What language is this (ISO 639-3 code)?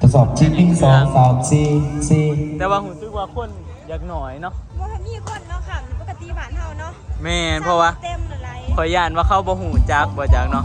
tts